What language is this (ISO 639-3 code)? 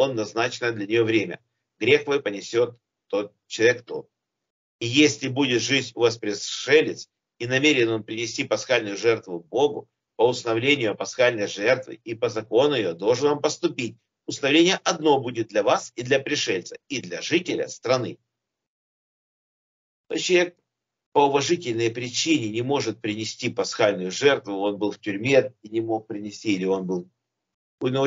rus